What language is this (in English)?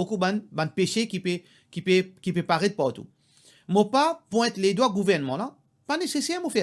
Morisyen